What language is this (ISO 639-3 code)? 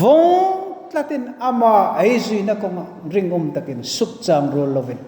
hmr